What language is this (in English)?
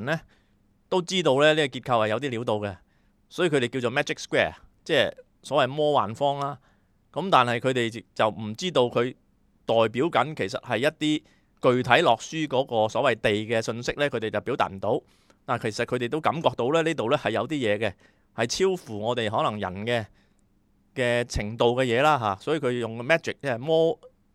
Cantonese